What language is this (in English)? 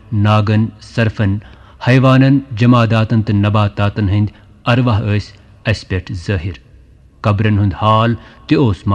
Kashmiri